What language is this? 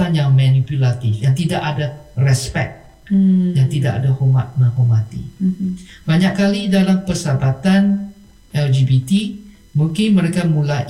Malay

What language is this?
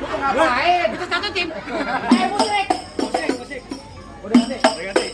Betawi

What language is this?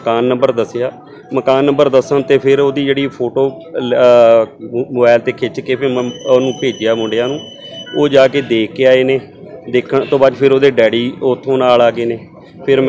Punjabi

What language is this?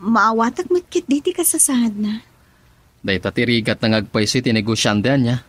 Iloko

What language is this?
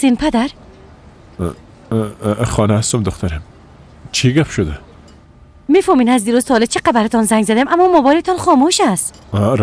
Persian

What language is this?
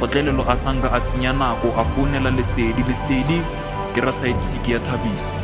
Northern Sotho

